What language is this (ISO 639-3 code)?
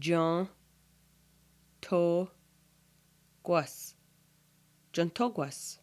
moh